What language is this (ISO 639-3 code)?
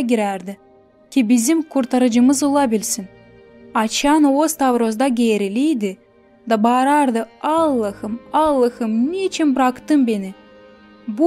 gag